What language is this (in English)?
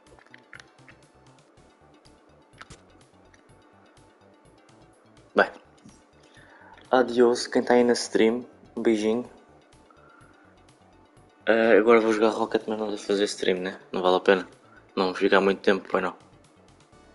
Portuguese